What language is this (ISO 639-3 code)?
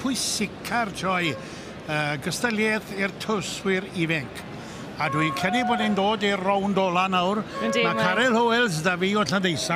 cym